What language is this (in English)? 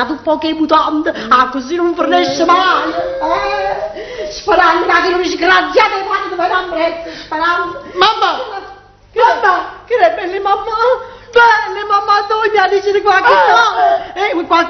Neapolitan